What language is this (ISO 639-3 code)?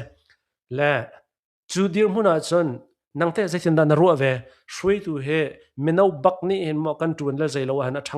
cnh